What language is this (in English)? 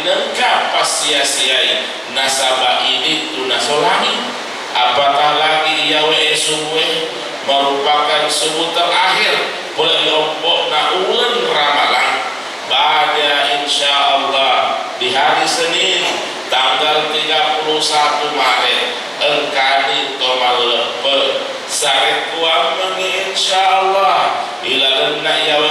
Buginese